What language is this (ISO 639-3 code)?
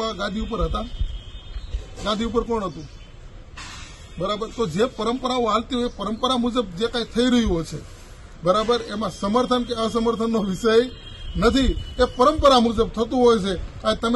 guj